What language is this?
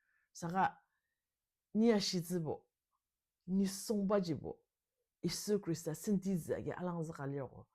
Ao Naga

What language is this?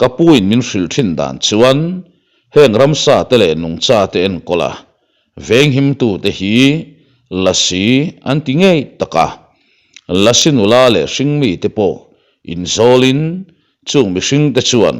Mizo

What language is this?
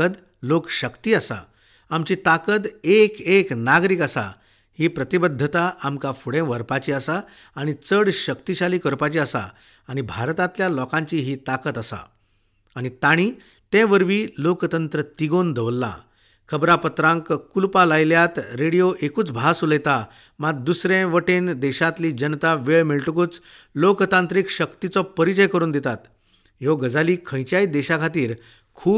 Konkani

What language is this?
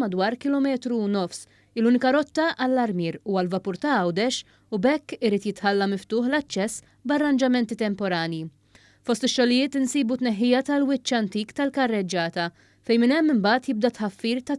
Maltese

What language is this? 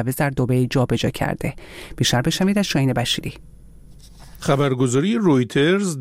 Persian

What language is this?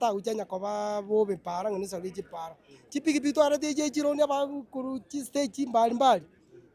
Gusii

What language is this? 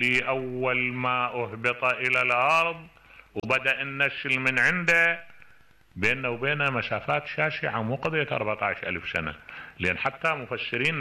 Mesopotamian Arabic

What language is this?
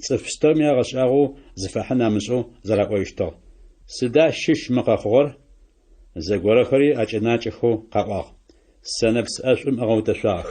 Adyghe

